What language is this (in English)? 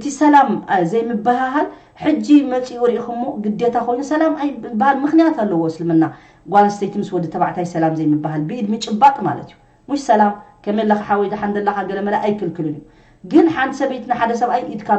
Tigrinya